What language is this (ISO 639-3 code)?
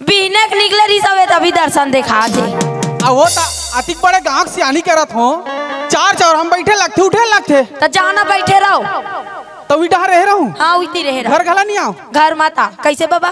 hne